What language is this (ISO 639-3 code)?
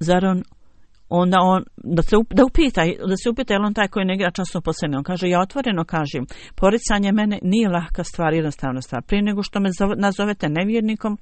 bos